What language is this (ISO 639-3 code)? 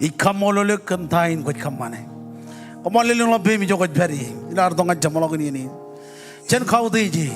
mah